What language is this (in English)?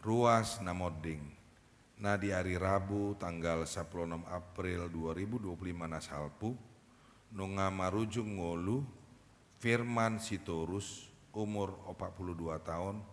Batak Toba